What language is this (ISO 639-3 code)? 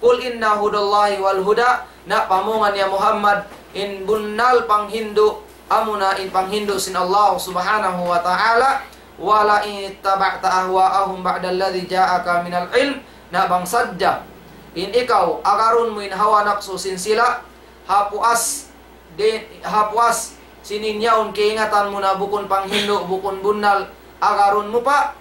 tsg